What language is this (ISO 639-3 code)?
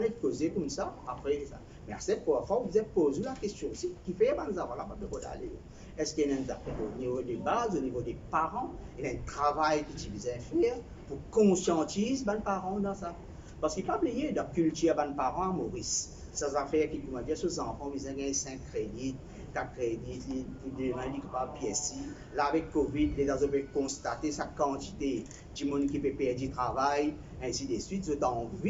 mfe